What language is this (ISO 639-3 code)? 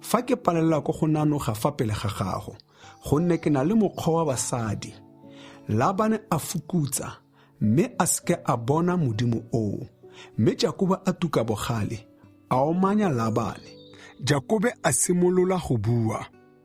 tsn